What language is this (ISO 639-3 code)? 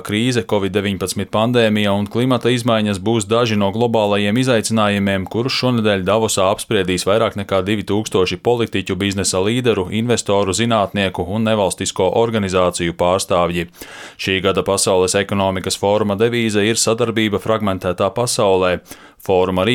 lav